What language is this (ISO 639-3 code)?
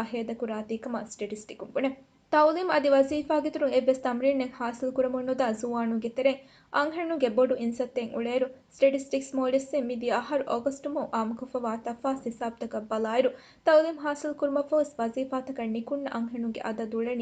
div